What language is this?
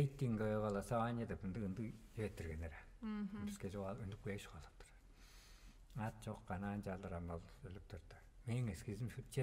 Tuvinian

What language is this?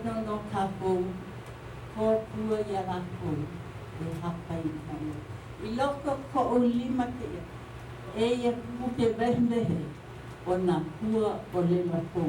Hawaiian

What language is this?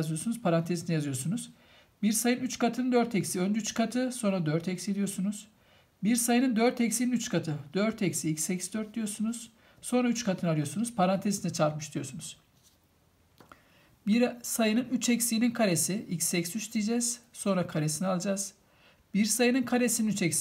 Turkish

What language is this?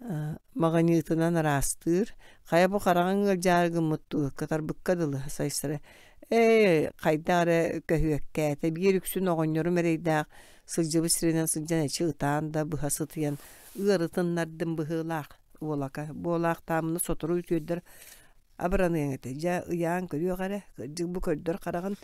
Yakut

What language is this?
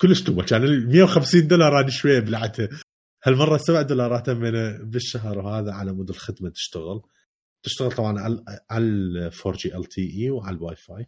Mesopotamian Arabic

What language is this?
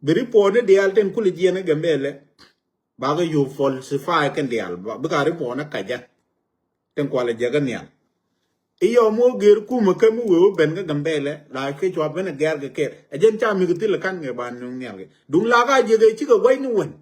Nuer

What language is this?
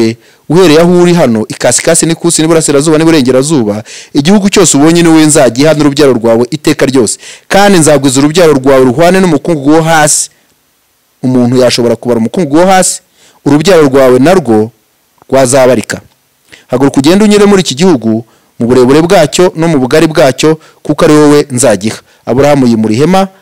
Kinyarwanda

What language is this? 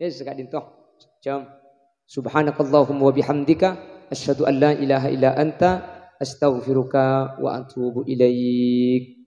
Madurese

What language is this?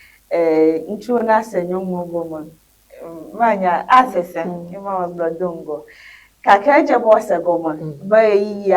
Ewe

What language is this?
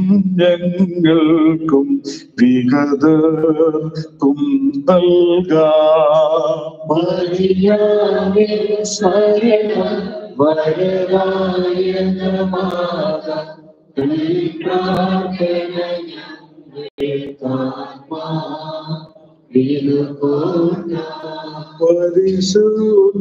Malayalam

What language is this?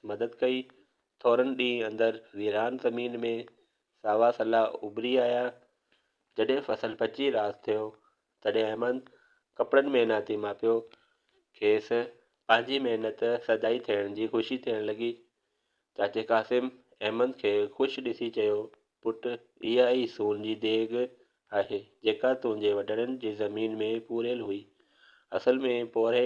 Sindhi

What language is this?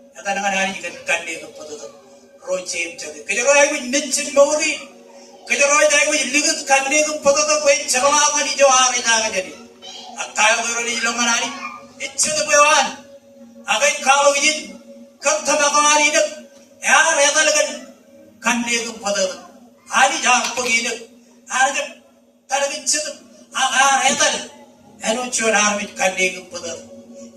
Marshallese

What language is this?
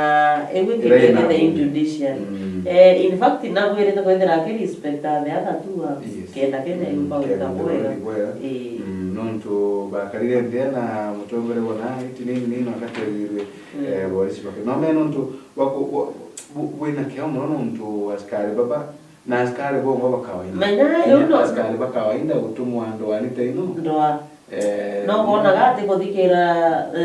Meru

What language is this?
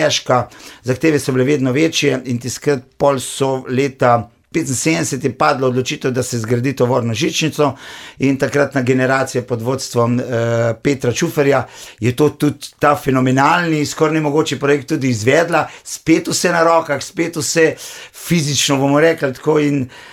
Slovenian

